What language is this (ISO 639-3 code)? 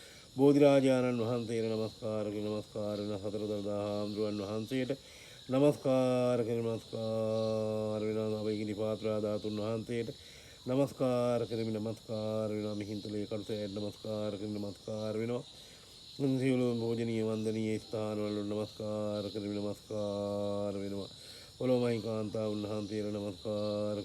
sin